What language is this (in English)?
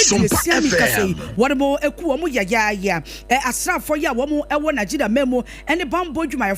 Akan